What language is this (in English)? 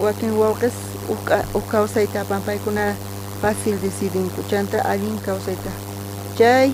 South Bolivian Quechua